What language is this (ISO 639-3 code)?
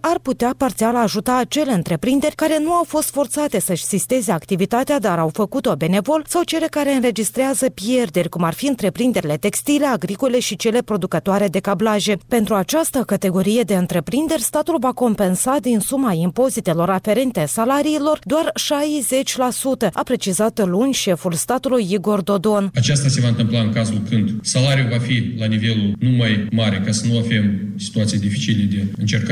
ron